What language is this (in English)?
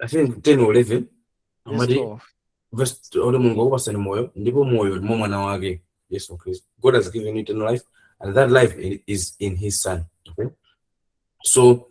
Nyanja